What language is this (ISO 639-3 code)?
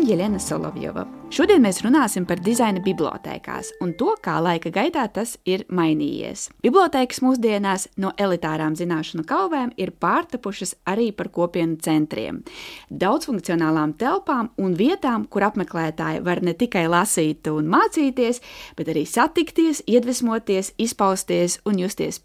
lav